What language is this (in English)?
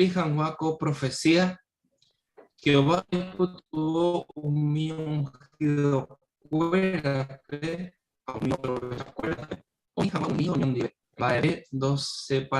Guarani